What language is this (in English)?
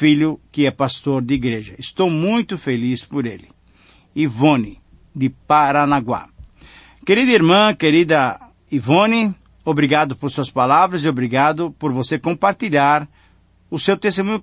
Portuguese